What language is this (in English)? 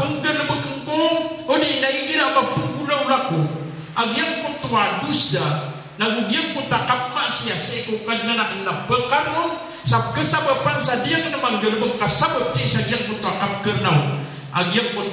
Maranao